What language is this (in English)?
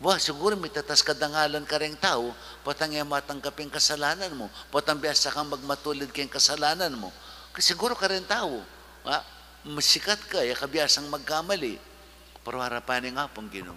Pampanga